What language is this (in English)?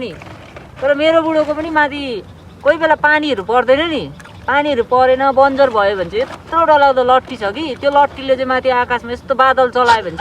Nepali